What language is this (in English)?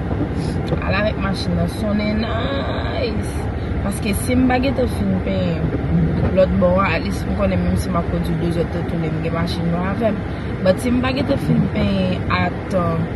Haitian Creole